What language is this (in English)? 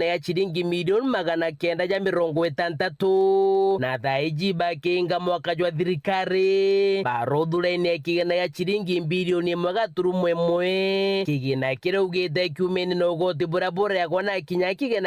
Meru